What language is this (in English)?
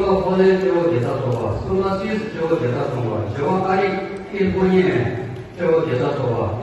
Tibetan